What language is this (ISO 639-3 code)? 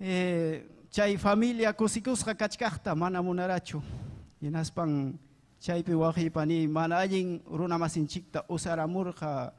quy